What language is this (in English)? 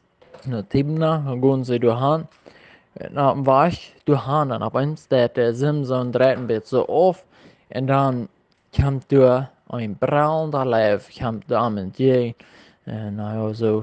Plautdietsch